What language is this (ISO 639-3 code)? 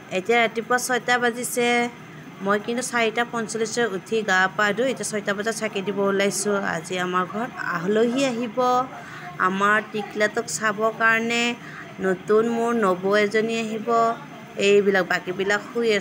asm